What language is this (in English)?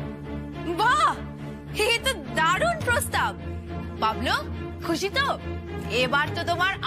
Bangla